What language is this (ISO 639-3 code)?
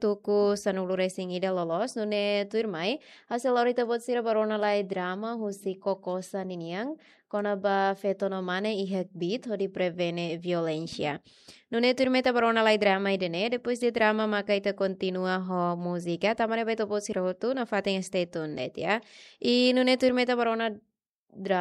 tet